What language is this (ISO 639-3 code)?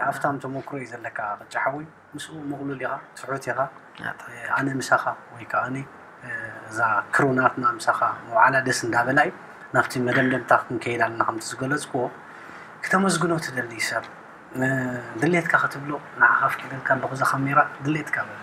tir